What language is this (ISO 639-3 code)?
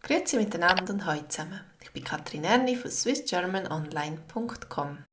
gsw